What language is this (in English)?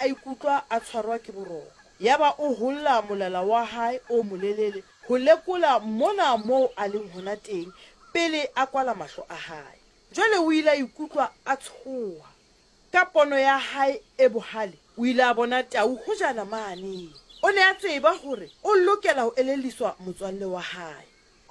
Southern Sotho